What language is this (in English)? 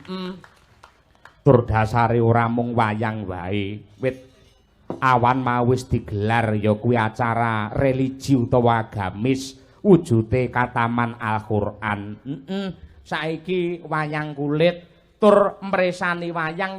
Javanese